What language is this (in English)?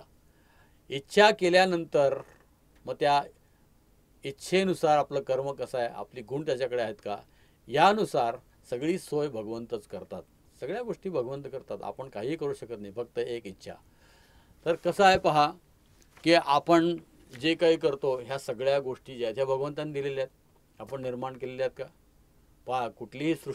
Marathi